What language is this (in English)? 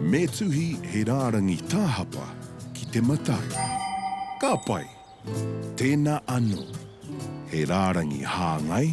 Māori